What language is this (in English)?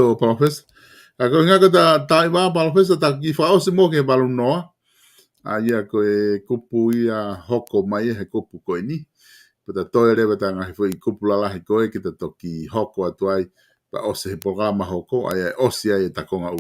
Tongan